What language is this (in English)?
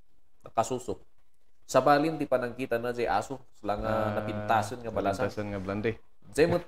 Iloko